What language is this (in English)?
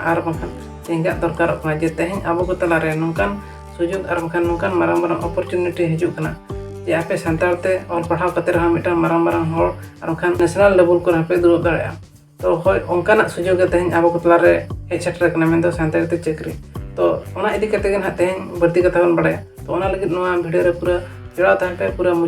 Santali